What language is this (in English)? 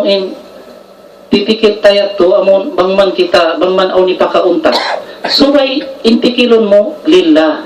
Tausug